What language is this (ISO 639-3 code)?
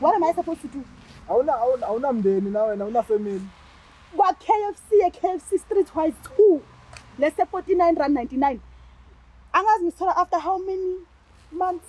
zul